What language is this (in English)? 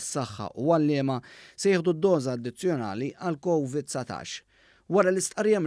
Maltese